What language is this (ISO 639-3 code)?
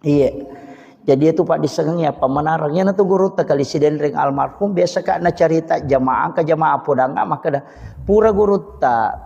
bug